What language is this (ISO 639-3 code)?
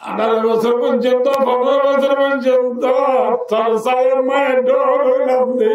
rhg